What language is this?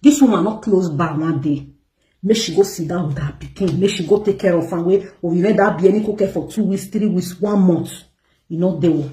Nigerian Pidgin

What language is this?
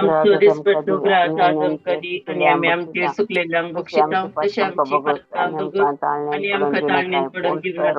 Konkani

